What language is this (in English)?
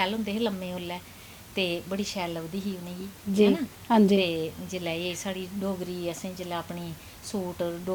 Dogri